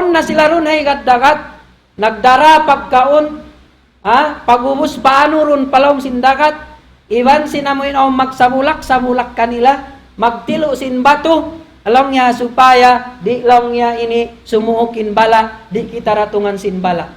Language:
Tausug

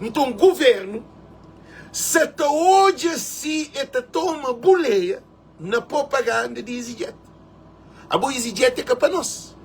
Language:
Kabuverdianu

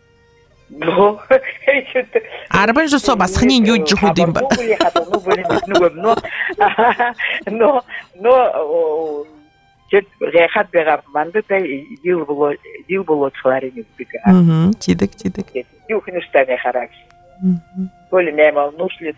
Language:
Buriat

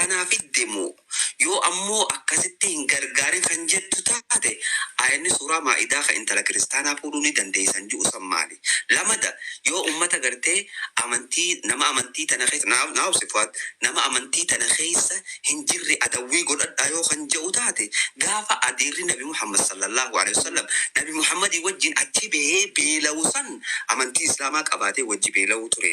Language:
Oromo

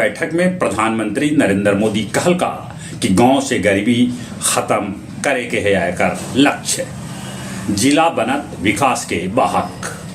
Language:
Magahi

